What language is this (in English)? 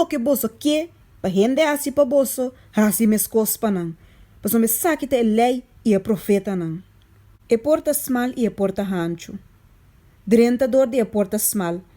Papiamento